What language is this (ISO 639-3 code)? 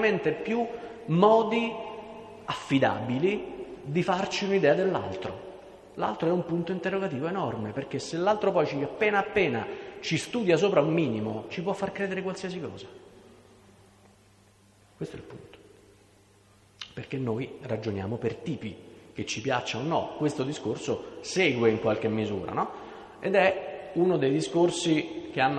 ita